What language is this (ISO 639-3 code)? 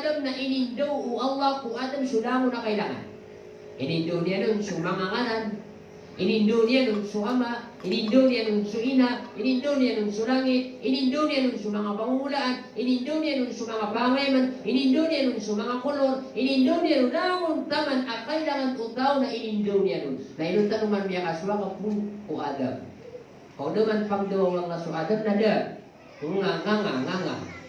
mrw